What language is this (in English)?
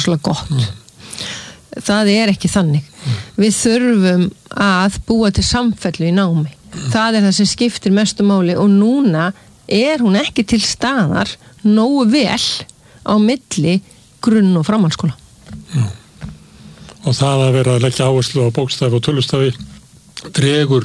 Icelandic